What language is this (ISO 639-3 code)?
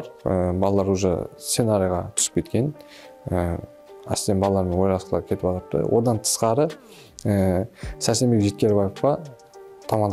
kaa